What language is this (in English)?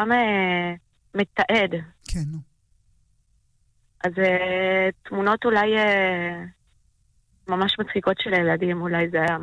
Hebrew